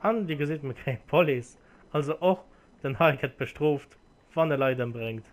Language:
Luxembourgish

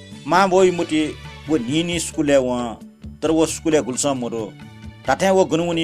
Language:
Newari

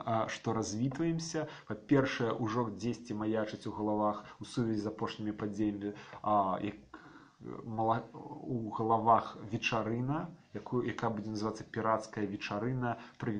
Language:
Belarusian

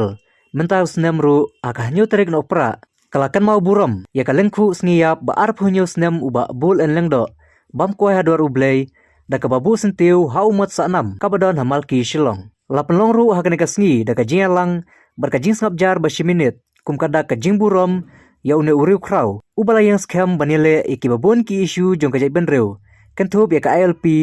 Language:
Khasi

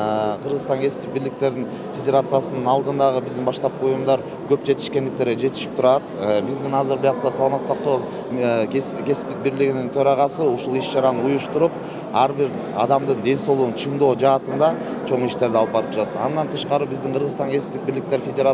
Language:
Kyrgyz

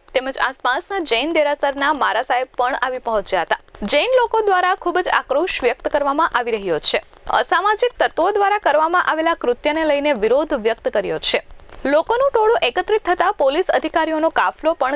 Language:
Gujarati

